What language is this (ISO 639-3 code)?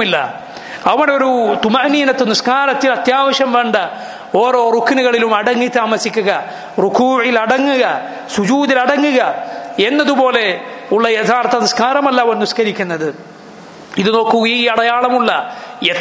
mal